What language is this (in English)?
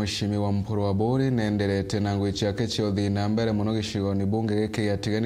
Meru